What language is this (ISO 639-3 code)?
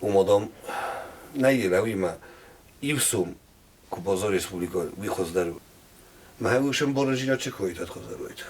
oss